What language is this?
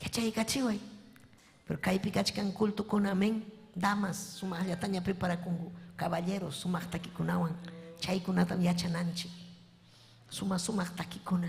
Ayacucho Quechua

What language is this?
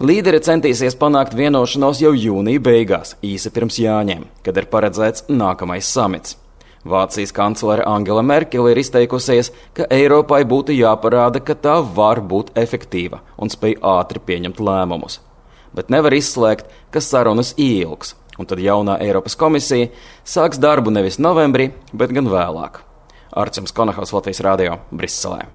Latvian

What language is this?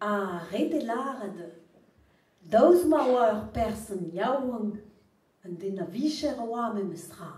Breton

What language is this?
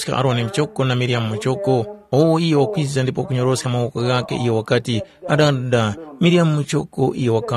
Tumbuka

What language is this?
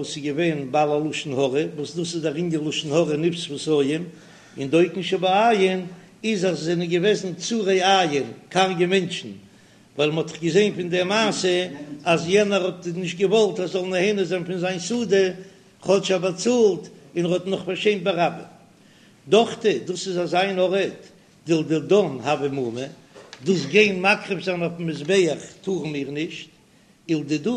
Yiddish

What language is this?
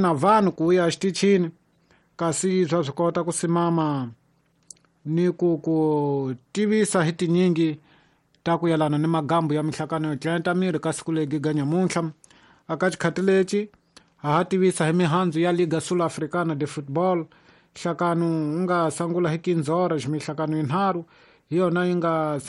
Tsonga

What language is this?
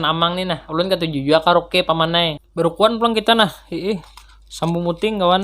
Banjar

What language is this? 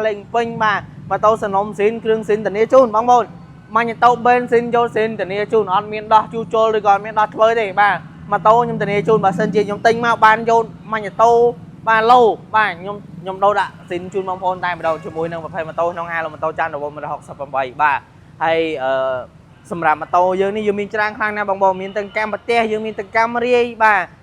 Khmer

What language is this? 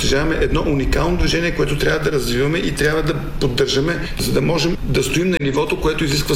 Bulgarian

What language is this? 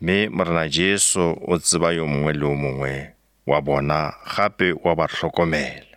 Northern Sotho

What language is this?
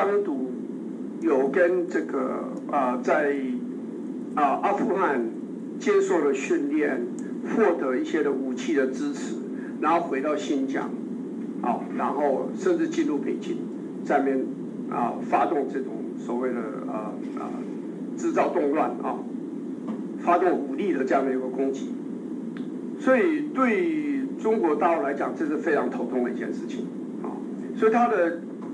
Chinese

